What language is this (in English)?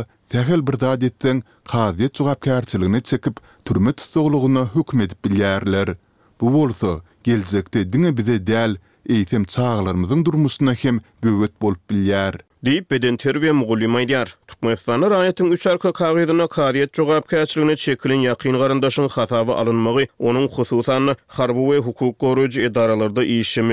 Turkmen